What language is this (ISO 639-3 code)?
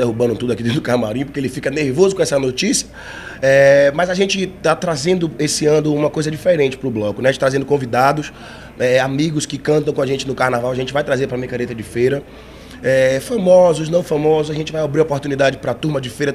por